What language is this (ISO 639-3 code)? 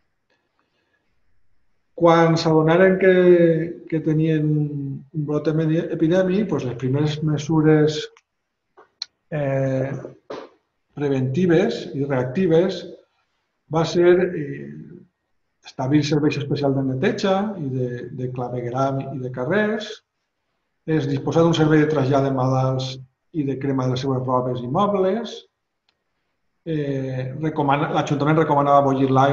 cat